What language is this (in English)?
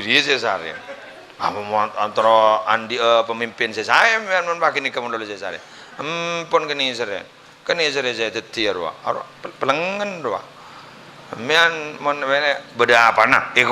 Madurese